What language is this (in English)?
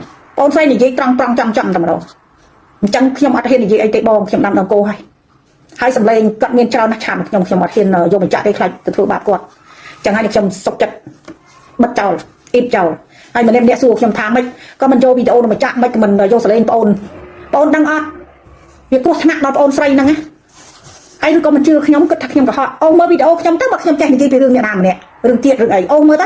Khmer